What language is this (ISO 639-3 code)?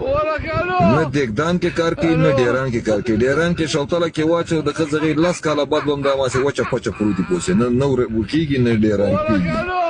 pus